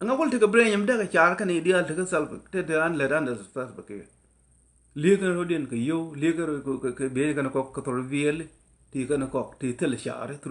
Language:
Nuer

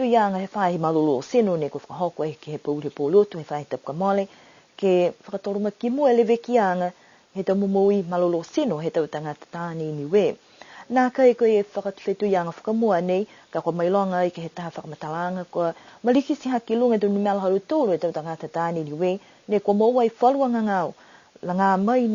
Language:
Niuean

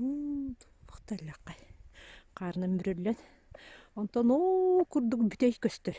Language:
Yakut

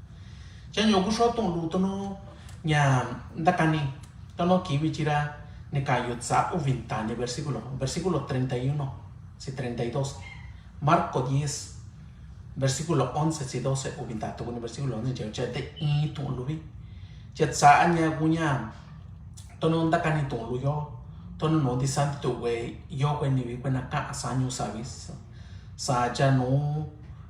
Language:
Mixtepec Mixtec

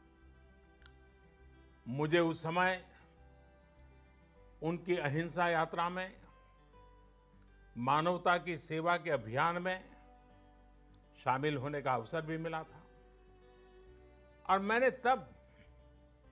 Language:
Hindi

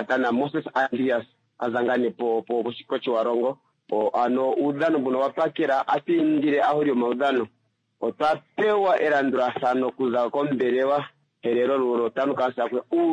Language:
Kuanyama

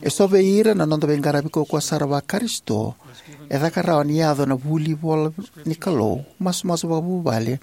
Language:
Fijian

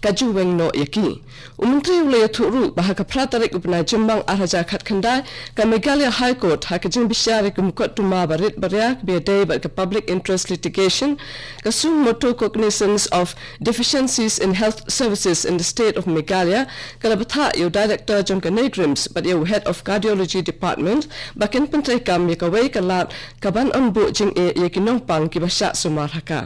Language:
Khasi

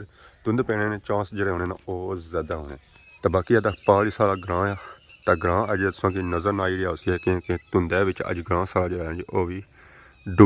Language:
Pahari-Potwari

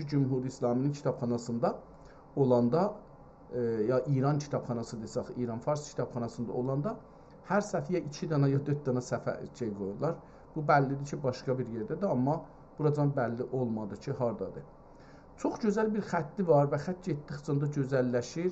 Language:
South Azerbaijani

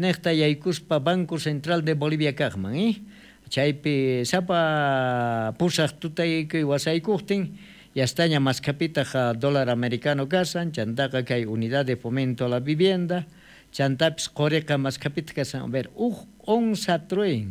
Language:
South Bolivian Quechua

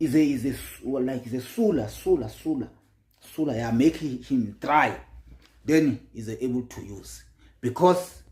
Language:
Zulu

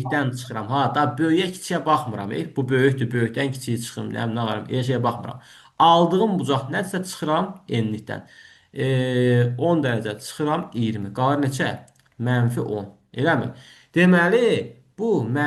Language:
Azerbaijani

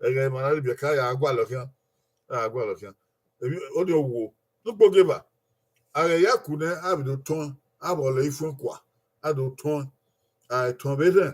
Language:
Bini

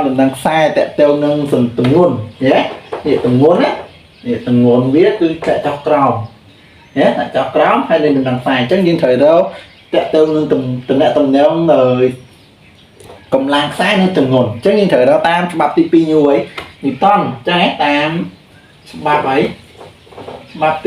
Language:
Khmer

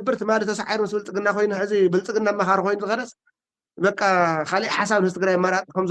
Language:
Tigrinya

